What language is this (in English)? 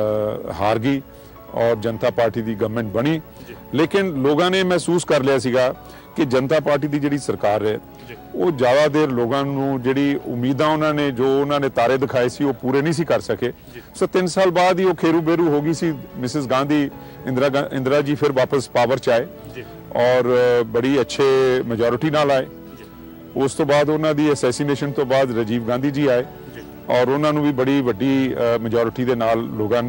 Punjabi